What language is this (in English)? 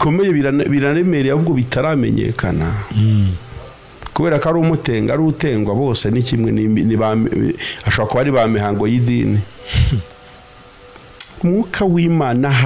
Kinyarwanda